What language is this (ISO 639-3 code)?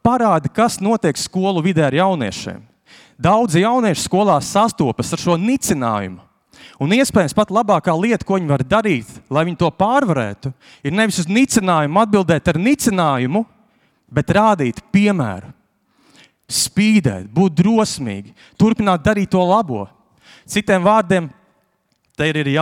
lav